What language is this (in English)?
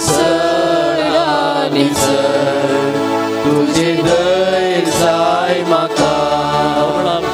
Konkani